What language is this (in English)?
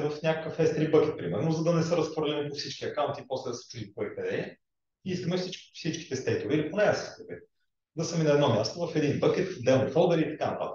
Bulgarian